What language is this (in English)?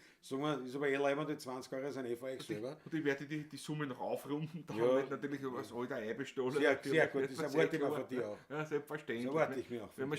Bavarian